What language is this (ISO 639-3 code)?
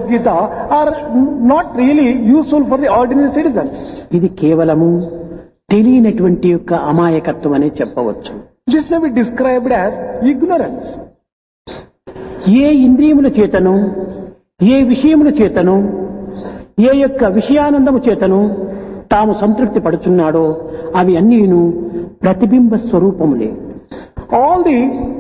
tel